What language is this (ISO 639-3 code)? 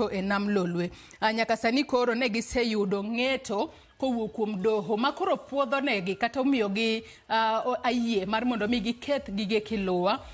luo